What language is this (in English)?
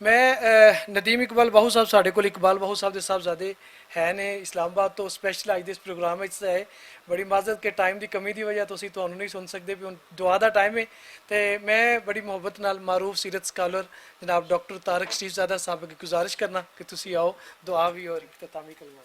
Western Panjabi